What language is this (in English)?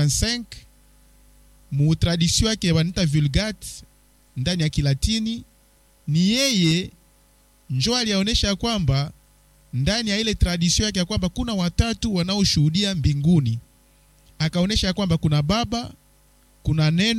Swahili